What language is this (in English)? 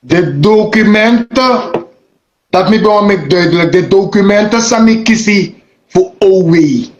Sranan Tongo